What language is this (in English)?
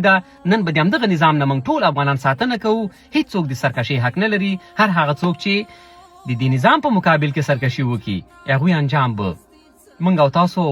Pashto